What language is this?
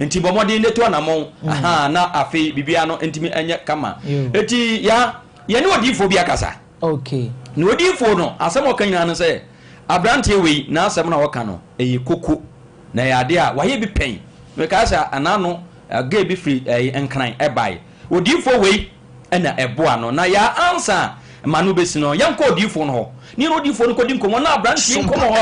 Akan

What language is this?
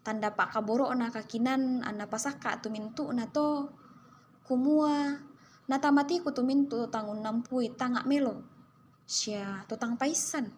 Toraja-Sa'dan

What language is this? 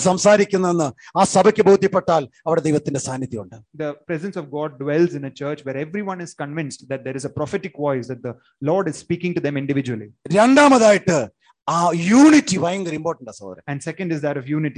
Malayalam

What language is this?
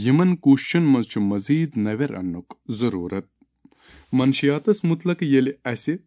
Kashmiri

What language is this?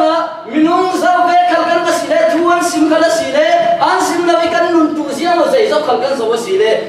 Falam Chin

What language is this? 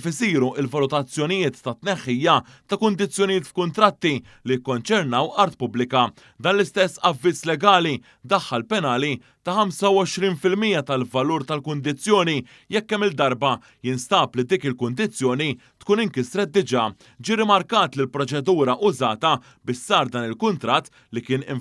Maltese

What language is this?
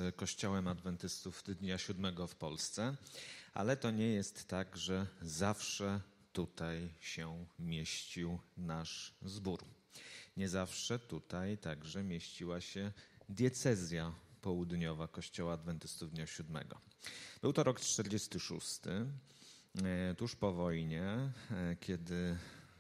Polish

